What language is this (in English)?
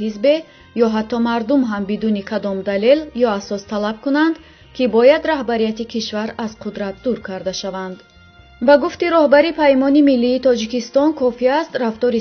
Tajik